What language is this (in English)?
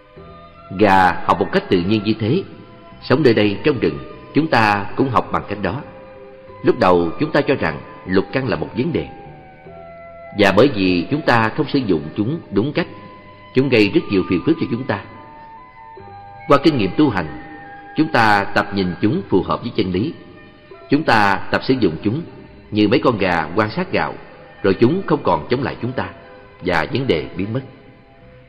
Vietnamese